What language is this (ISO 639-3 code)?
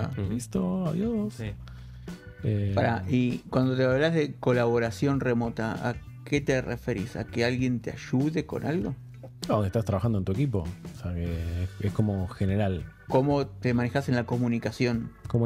spa